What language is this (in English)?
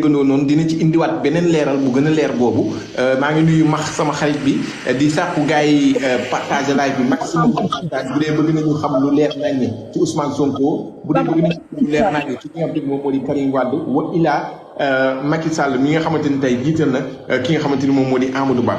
Wolof